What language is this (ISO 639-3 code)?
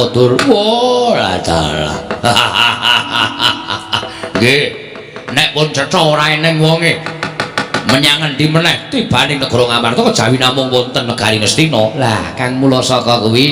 jav